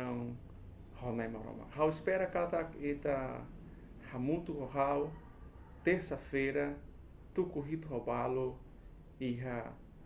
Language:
Tetum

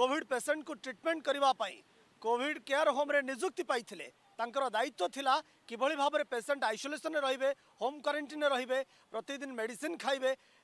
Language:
Odia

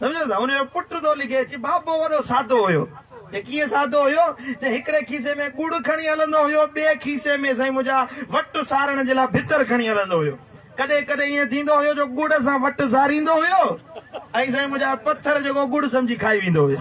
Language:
Sindhi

